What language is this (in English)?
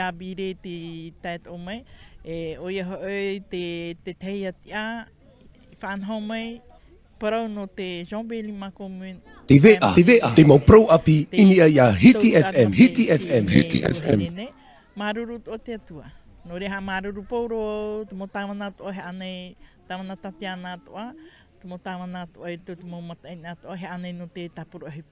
Tahitian